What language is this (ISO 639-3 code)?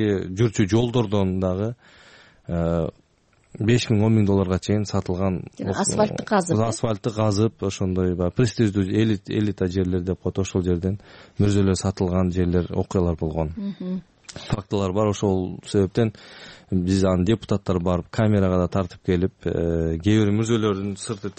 kir